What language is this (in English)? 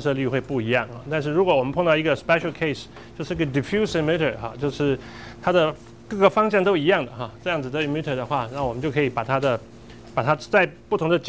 Chinese